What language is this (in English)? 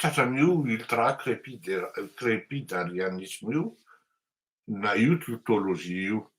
Malagasy